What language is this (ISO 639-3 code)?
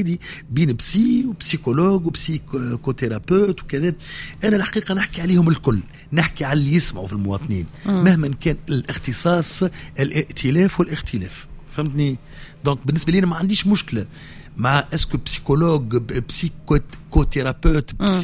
aeb